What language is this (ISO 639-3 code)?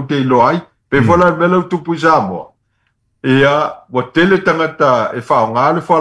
smo